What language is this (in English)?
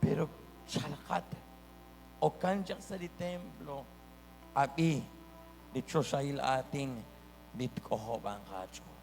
Kekchí